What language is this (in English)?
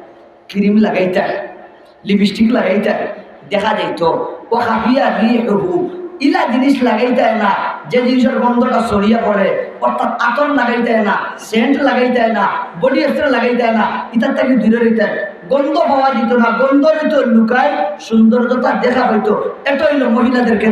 Sylheti